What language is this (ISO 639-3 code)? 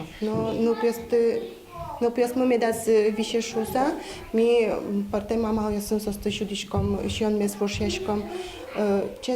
udm